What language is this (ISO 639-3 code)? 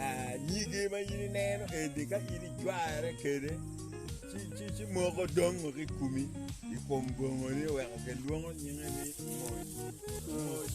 ach